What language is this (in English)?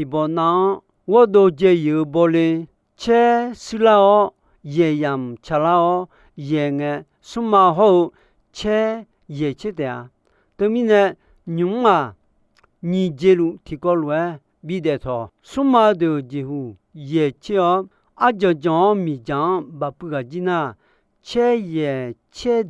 Akha